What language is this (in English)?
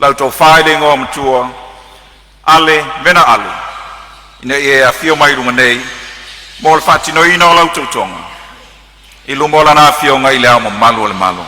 Samoan